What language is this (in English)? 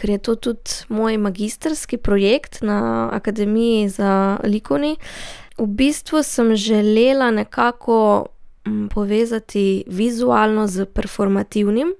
Slovenian